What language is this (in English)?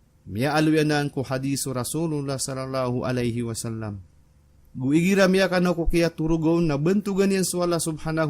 Maranao